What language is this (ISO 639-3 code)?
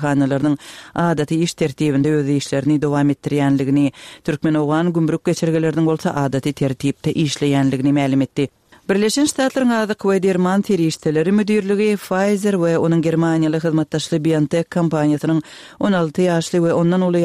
tuk